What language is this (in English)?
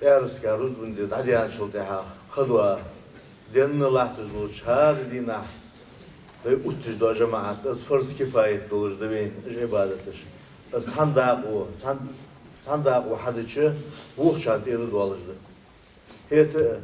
Ingush